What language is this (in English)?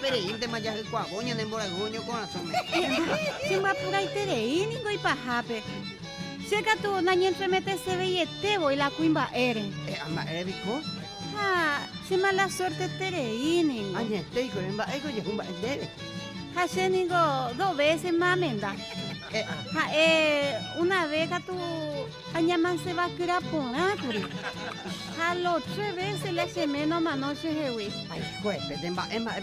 Guarani